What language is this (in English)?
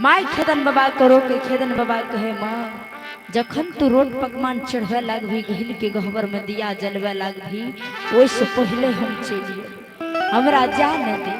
Maithili